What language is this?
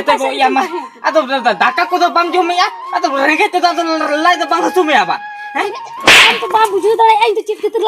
Santali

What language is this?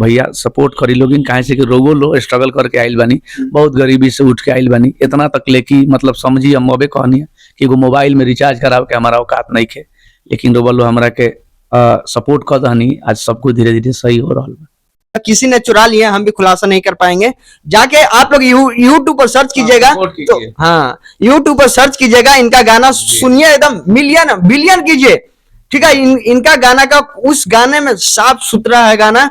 Bhojpuri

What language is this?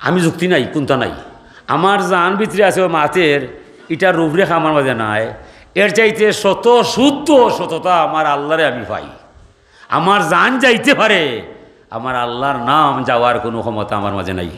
Sylheti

